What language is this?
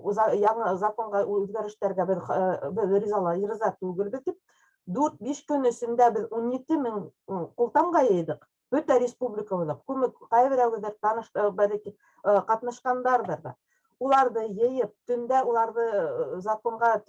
Bashkir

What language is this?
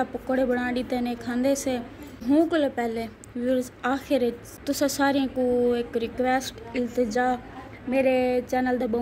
Saraiki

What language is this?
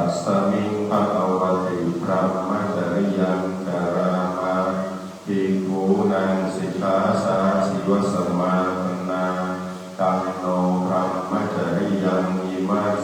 Pali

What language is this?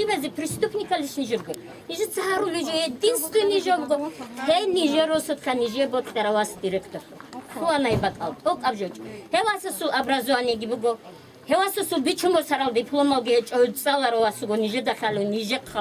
Avaric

